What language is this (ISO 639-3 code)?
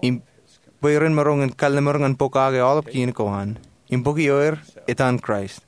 mah